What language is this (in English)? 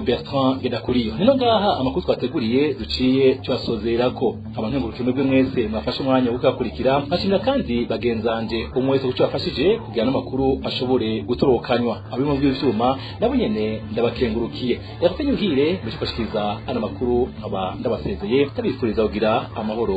Rundi